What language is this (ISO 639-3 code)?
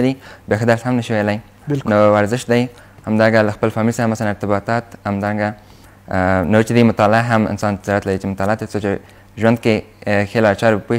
pus